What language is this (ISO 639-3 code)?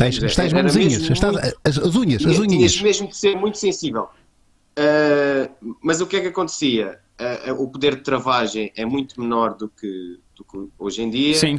por